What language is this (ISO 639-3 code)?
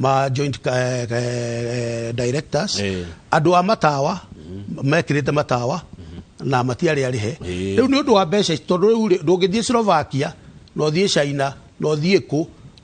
kik